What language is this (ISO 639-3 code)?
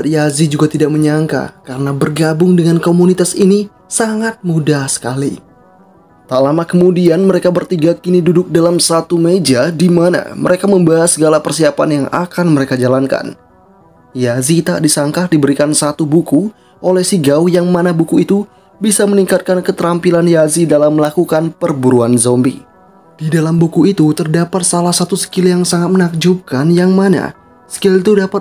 ind